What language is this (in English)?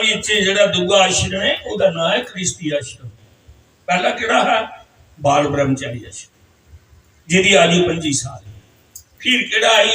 Dogri